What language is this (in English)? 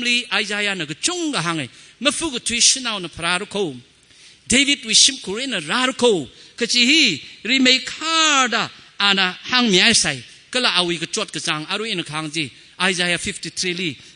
Tangkhul Naga (India)